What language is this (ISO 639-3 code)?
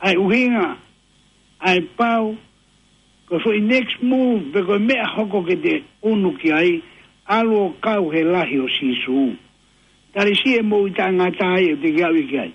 ton